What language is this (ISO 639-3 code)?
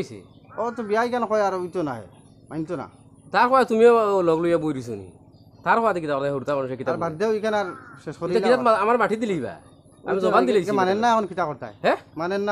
syl